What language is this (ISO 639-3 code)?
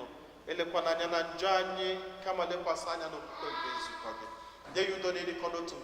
ibo